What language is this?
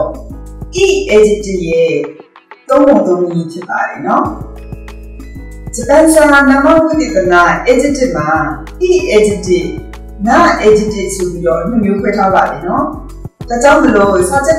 Burmese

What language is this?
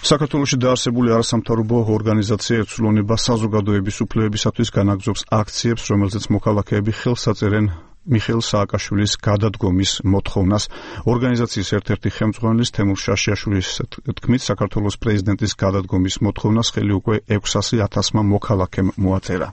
Georgian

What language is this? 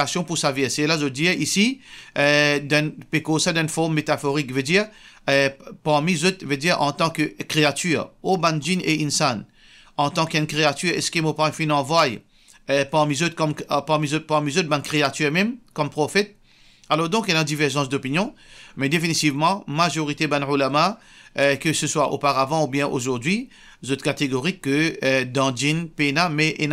Morisyen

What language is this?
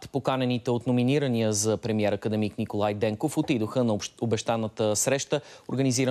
Bulgarian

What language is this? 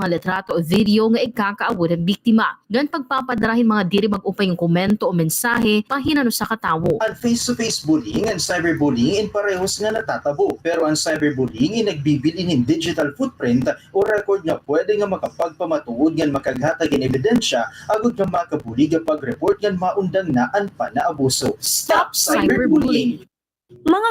Waray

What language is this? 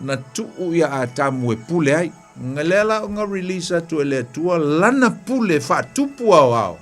Samoan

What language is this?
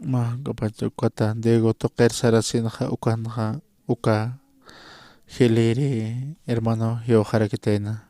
Aymara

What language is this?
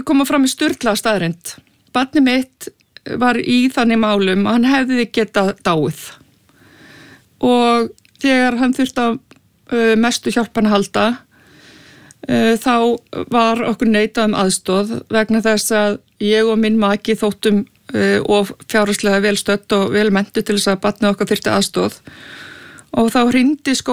Icelandic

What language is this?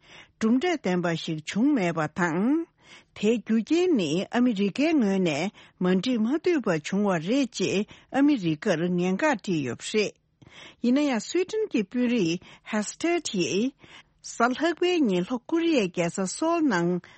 Tibetan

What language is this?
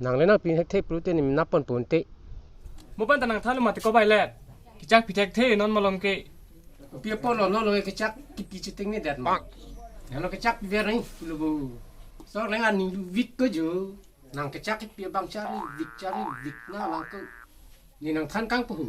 Karbi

